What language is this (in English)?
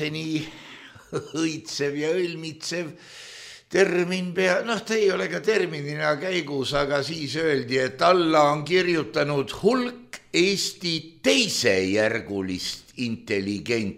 Estonian